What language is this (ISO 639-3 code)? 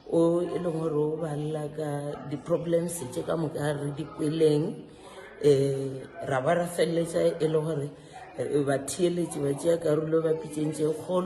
nso